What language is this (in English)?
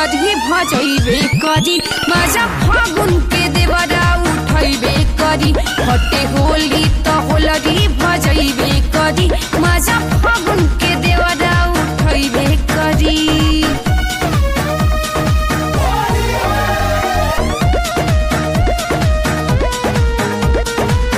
Bhojpuri